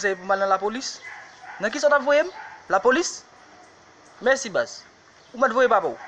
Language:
Haitian Creole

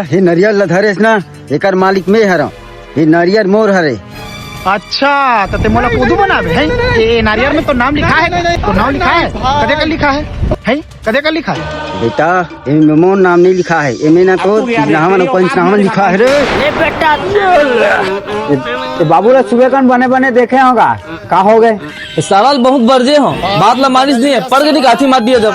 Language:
Chhattisgarhi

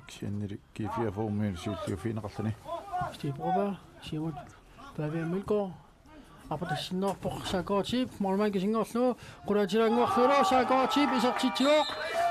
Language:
Kalaallisut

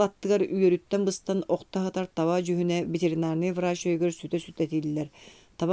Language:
Yakut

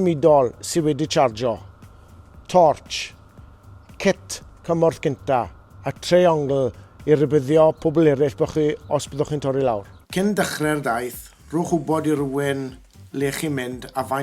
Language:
Welsh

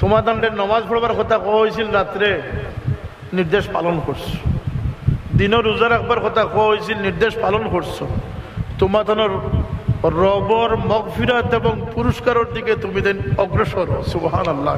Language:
Sylheti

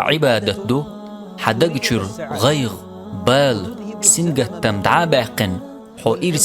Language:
Chechen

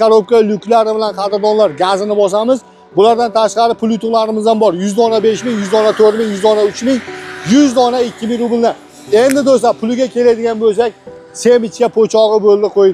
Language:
Uzbek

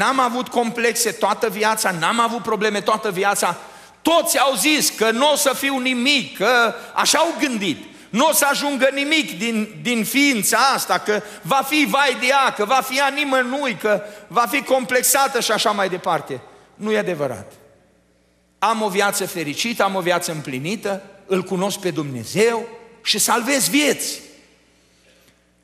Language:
Romanian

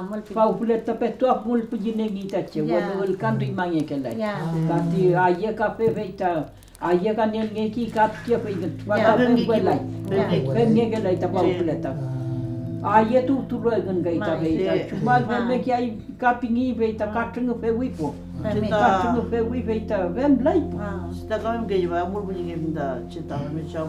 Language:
Mapuche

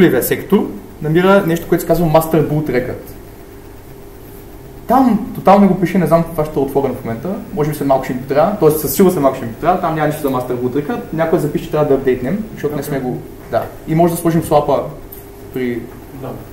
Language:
Bulgarian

